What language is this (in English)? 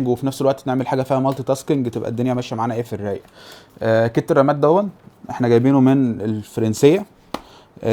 Egyptian Arabic